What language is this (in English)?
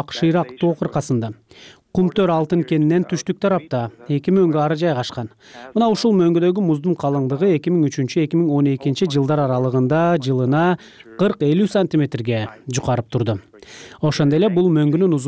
Kyrgyz